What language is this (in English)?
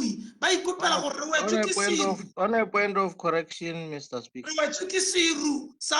Tswana